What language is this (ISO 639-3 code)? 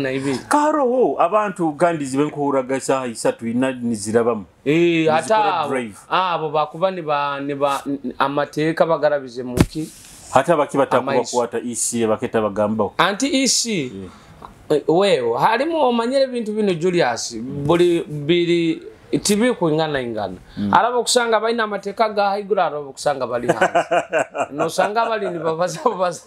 nyo